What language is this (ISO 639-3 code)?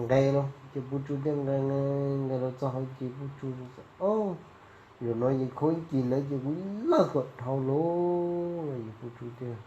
hmn